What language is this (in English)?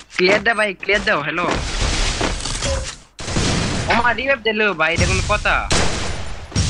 Bangla